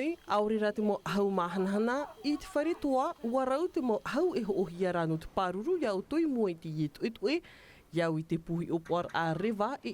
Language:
Tahitian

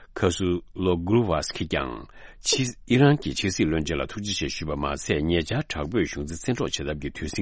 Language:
Tibetan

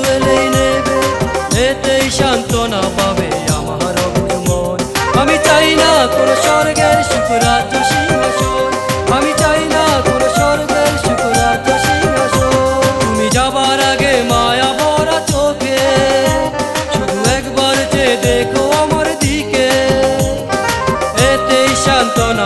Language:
Bangla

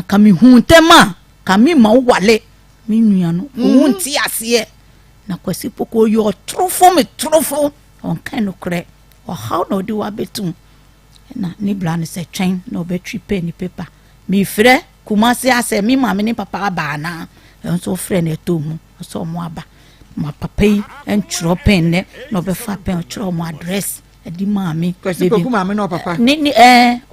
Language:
Akan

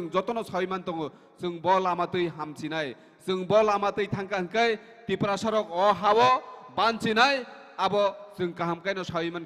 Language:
Kok Borok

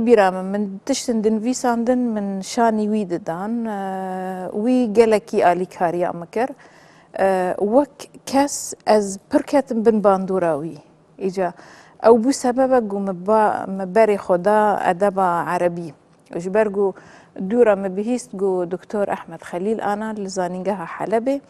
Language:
Kurdish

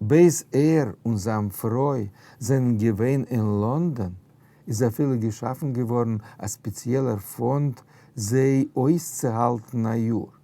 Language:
Yiddish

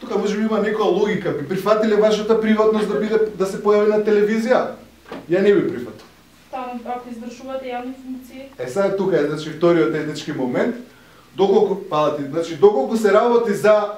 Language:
Macedonian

